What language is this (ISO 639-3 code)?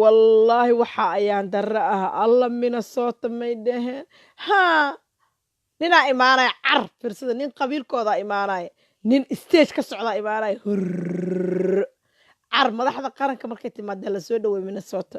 som